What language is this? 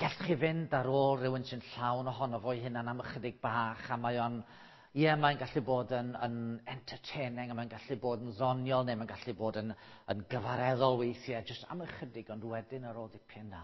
Welsh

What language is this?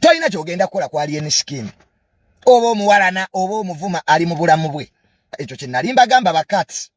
Ganda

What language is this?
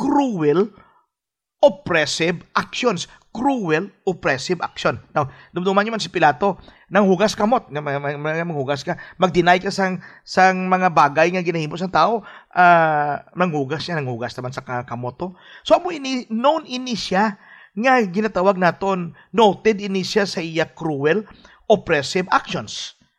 Hiligaynon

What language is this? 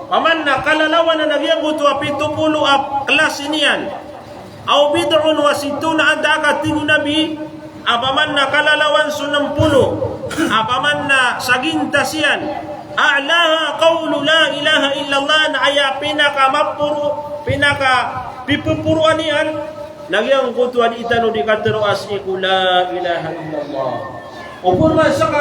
Maranao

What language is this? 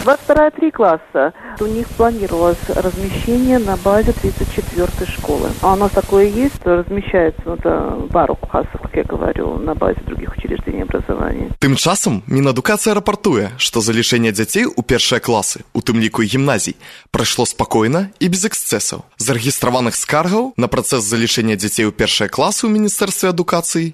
Belarusian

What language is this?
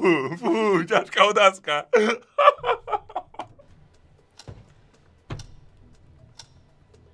Slovak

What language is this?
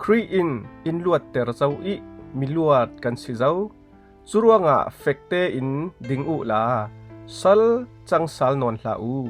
Falam Chin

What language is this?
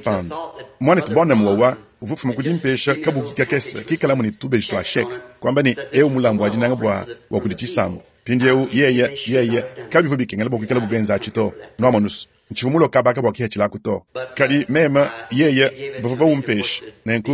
Luba-Lulua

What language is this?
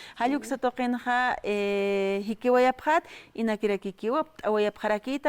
Aymara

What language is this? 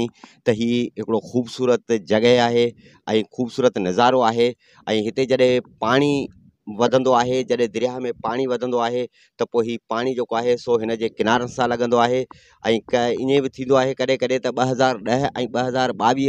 Sindhi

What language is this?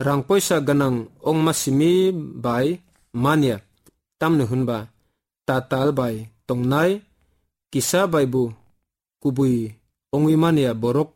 Kok Borok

